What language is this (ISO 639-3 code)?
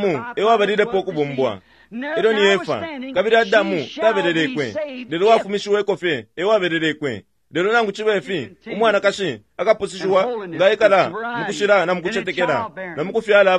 bem